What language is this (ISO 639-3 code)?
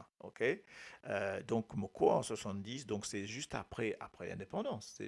mfe